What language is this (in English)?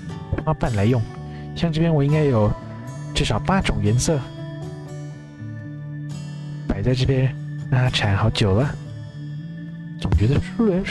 Chinese